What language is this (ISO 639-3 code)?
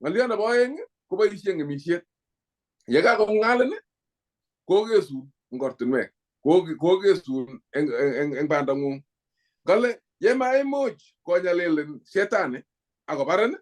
kln